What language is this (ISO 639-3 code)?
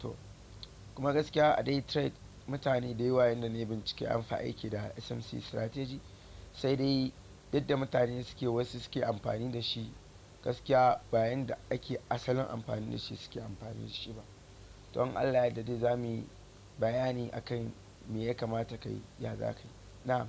hau